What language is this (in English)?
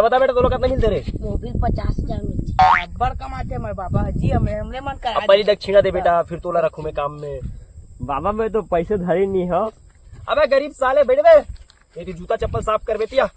Chhattisgarhi